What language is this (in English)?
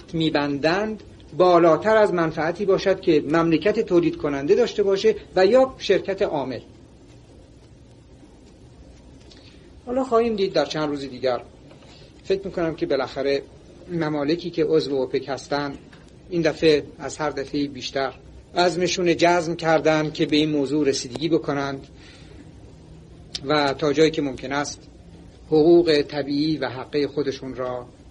Persian